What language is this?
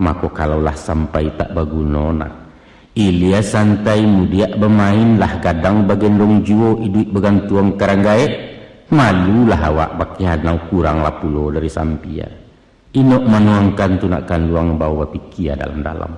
Minangkabau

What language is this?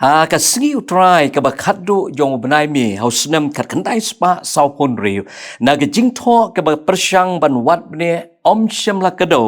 Khasi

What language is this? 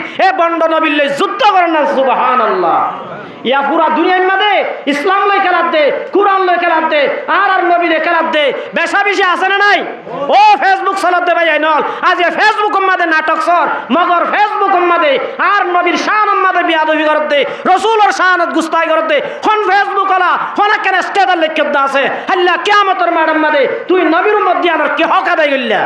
Rohingya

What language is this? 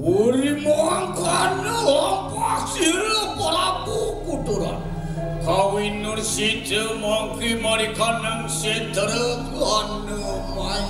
Balinese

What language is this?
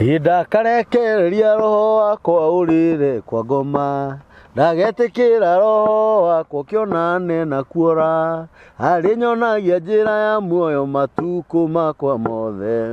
Kikuyu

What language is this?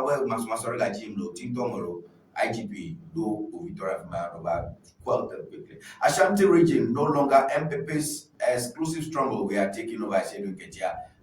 Ewe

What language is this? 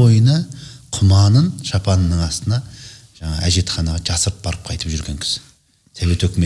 Kazakh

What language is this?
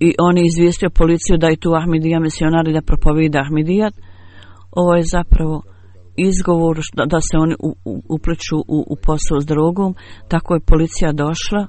Bosnian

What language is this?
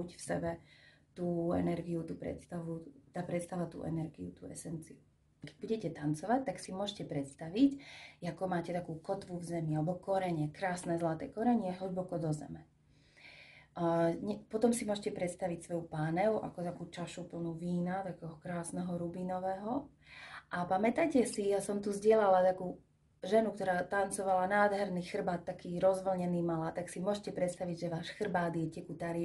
Slovak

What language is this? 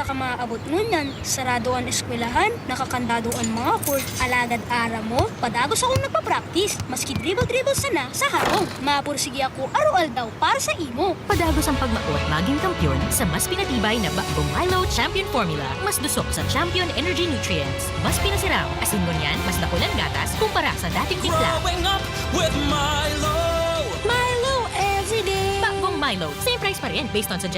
Bikol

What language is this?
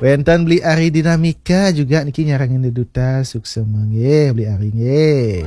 Balinese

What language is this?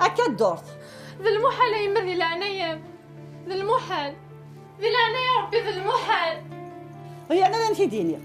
Kabyle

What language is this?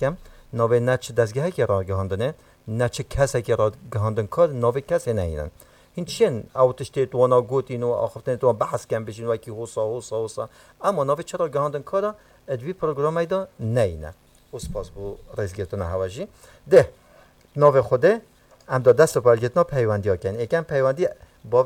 Kurdish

